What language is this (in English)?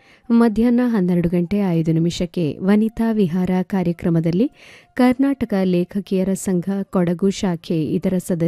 Kannada